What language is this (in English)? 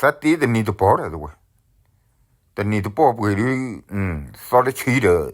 S'gaw Karen